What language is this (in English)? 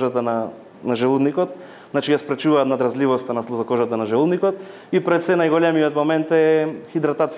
Macedonian